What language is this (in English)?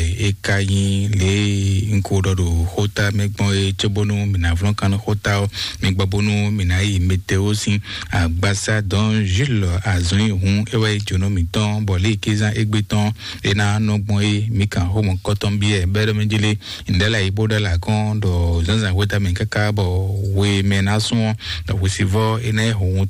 Fon